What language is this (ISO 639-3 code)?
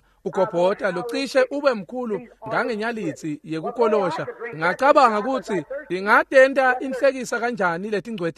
ssw